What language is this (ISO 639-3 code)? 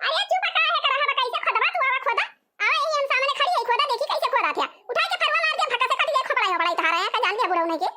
awa